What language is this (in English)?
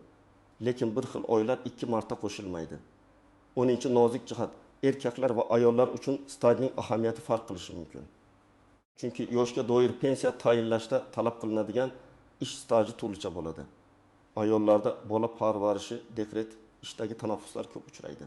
Uzbek